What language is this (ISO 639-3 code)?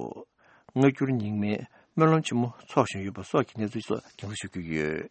bod